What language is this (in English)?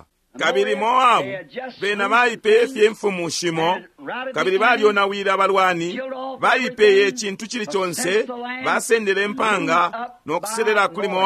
Bemba